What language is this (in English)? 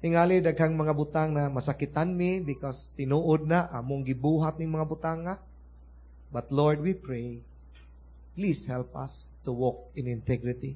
Cebuano